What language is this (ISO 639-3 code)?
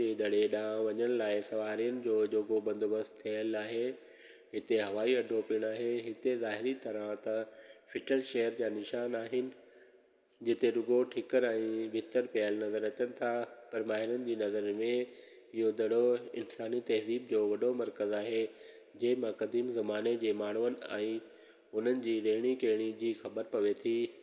snd